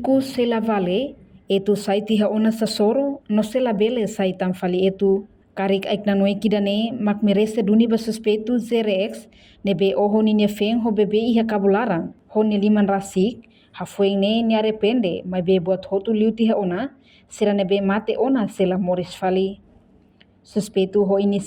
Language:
Tetum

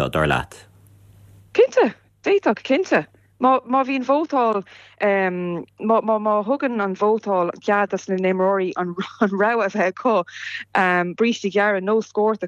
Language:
Irish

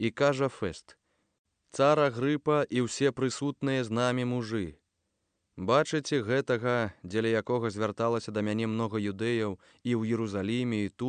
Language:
Belarusian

